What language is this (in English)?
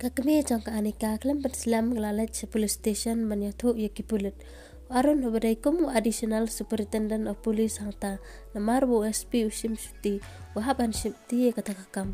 Khasi